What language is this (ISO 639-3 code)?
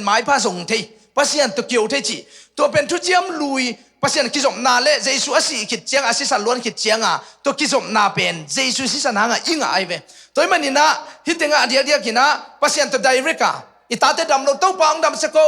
ctd